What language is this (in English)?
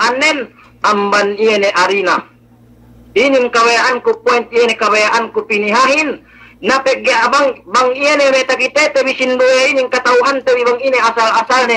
Yakan